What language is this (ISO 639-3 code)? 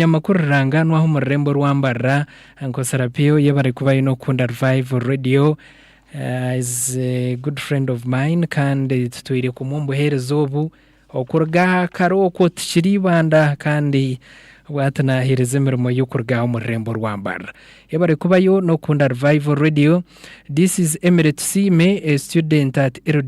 nyn